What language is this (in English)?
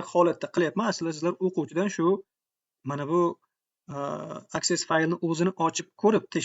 Uzbek